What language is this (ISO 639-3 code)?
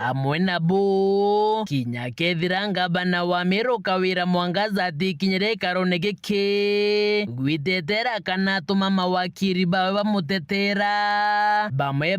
mer